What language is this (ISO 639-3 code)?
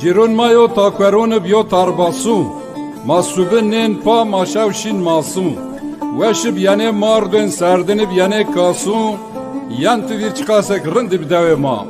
zza